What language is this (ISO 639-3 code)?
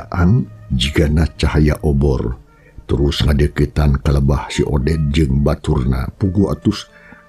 sun